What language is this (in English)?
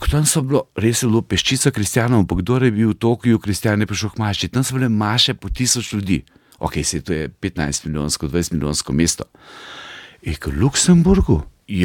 Slovenian